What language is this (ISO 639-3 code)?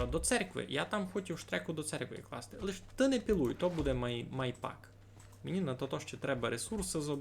rue